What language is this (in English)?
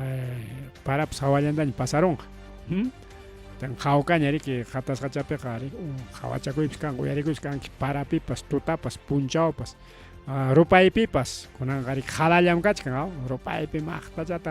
Ayacucho Quechua